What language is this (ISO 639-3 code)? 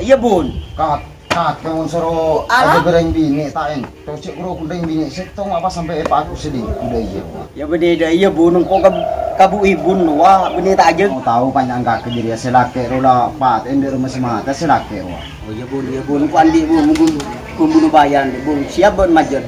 mad